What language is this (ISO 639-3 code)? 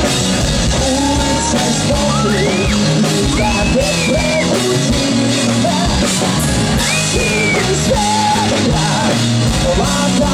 slk